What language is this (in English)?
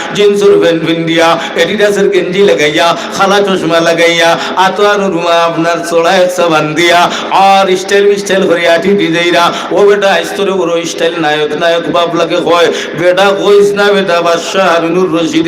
Sylheti